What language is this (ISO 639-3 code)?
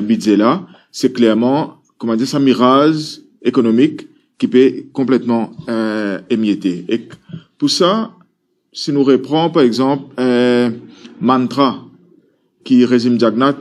mfe